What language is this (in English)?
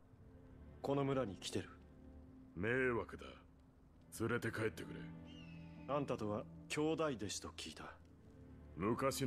Japanese